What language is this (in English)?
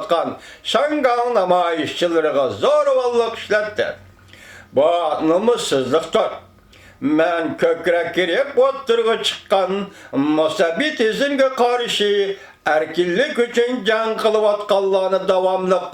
Uyghur